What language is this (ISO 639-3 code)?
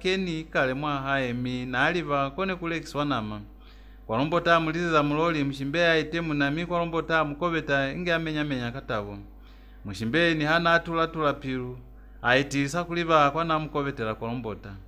loz